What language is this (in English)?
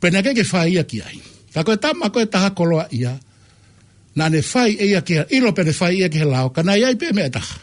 Tongan